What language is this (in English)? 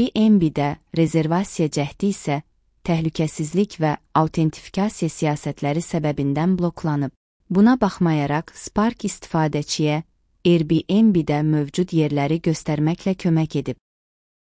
Azerbaijani